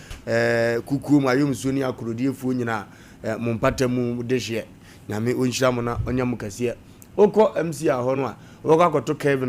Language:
Akan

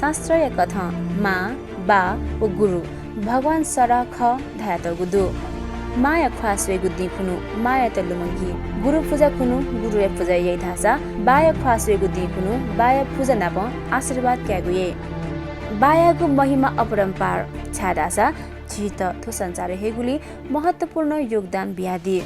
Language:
Newari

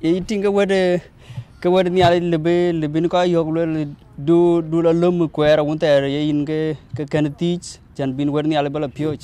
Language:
Dinka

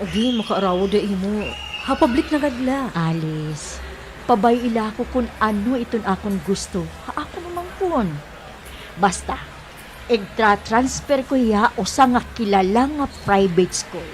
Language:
Waray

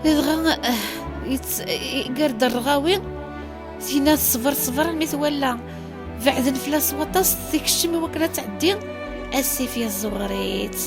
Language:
Kabyle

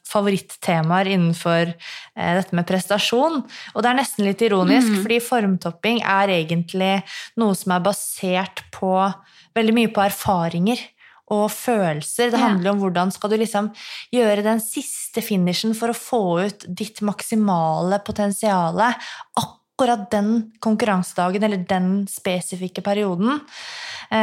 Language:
Norwegian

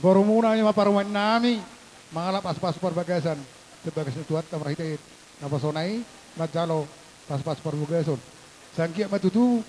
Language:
Batak Toba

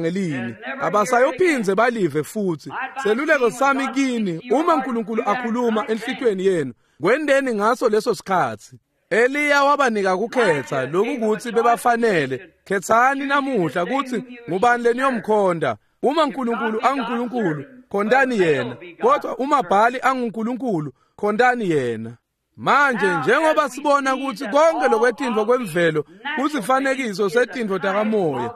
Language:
Swati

